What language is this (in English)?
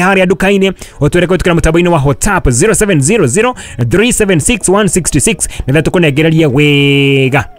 Kikuyu